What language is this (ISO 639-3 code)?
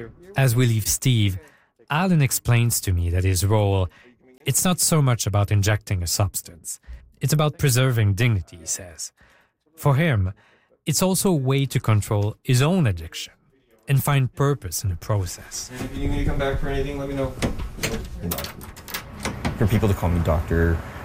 eng